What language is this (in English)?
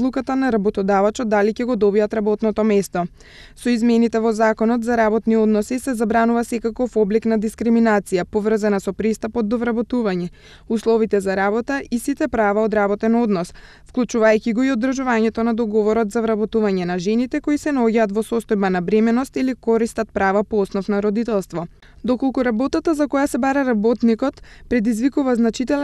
Macedonian